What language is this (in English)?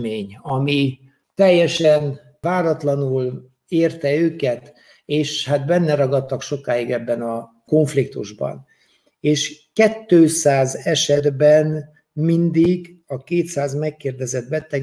Hungarian